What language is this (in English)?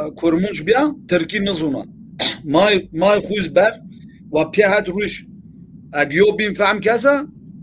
Zaza